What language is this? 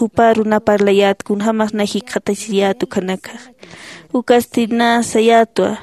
Aymara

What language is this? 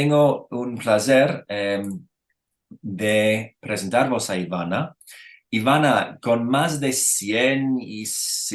Ladino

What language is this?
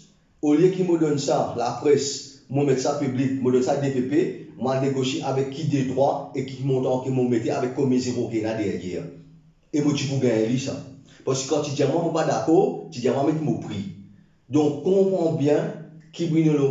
Morisyen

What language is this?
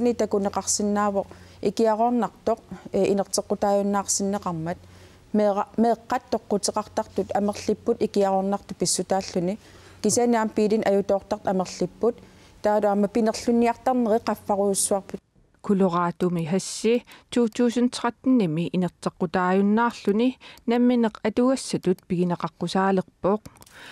Kalaallisut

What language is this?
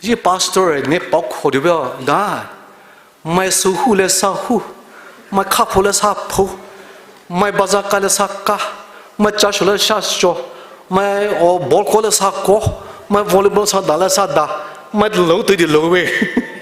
Poumei Naga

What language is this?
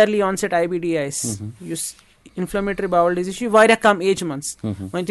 Kashmiri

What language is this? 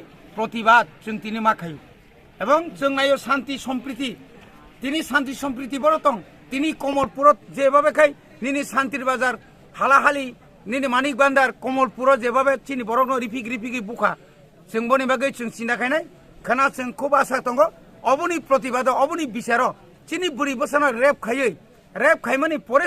Kok Borok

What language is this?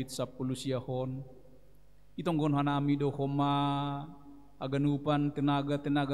Batak Simalungun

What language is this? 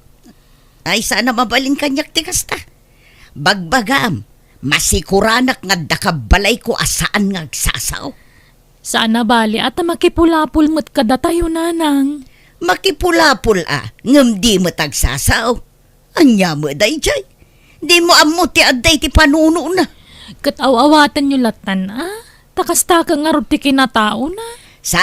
Iloko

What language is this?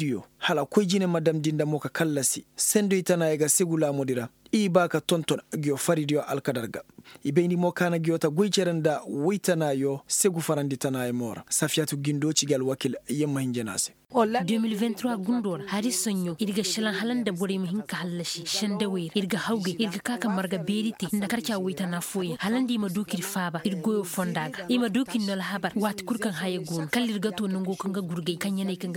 Koyraboro Senni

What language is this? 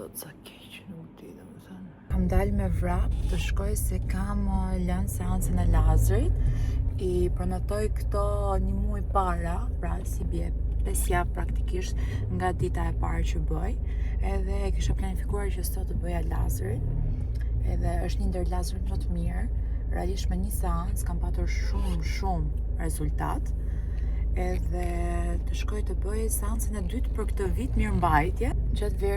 Albanian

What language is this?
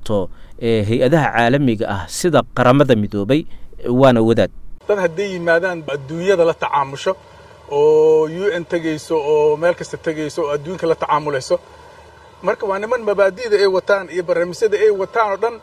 Somali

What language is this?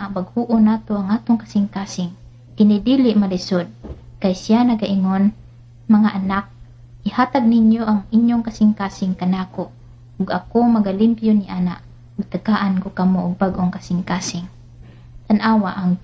Cebuano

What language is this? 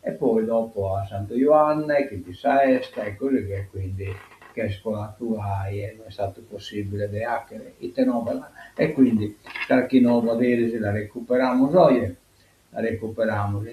Sardinian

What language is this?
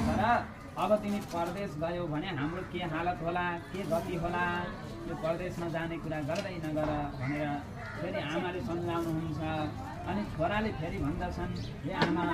Nepali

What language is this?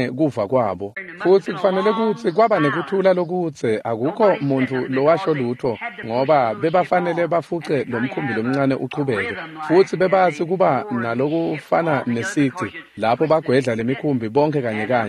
Swati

